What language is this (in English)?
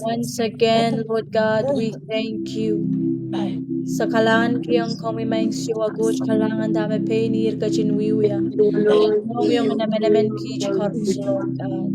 Pohnpeian